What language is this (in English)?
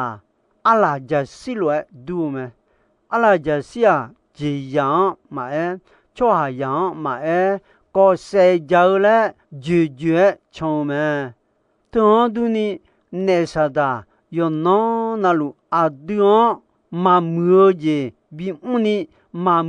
Akha